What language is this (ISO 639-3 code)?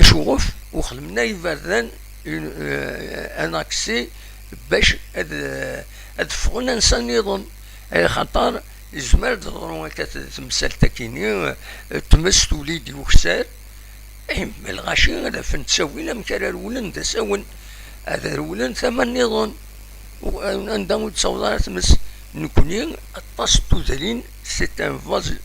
kab